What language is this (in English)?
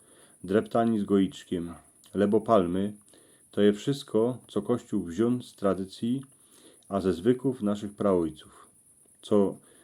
Silesian